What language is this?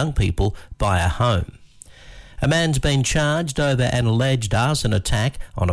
English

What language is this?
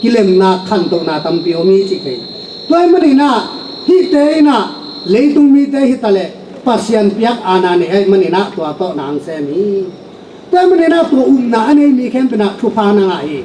Tedim Chin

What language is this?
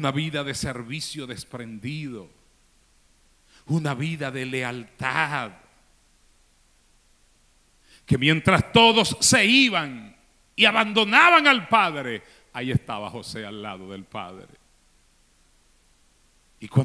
Spanish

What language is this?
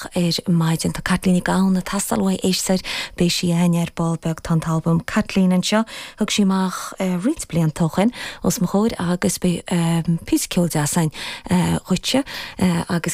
Irish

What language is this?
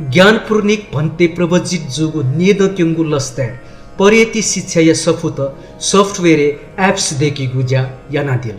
Newari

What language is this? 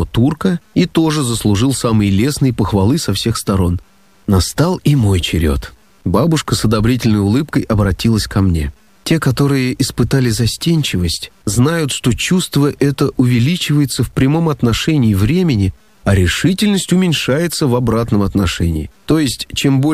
Russian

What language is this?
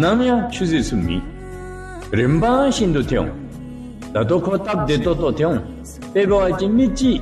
Dzongkha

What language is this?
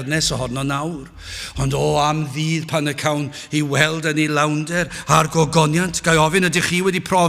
Welsh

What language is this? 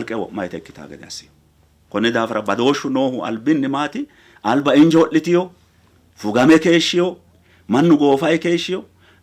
Sidamo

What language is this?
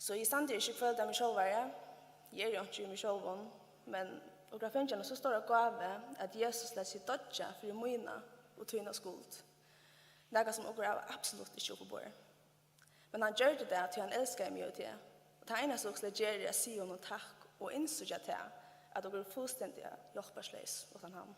Faroese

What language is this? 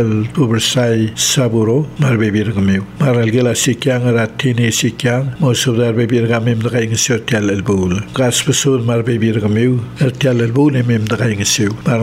Palauan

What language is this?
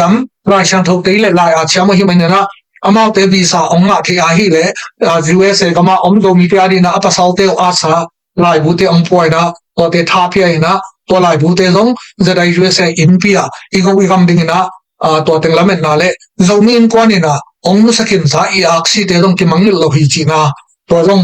Tedim Chin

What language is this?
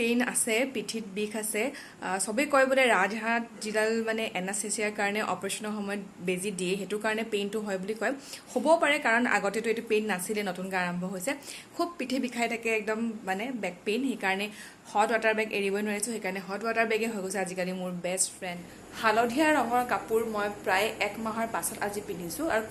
Assamese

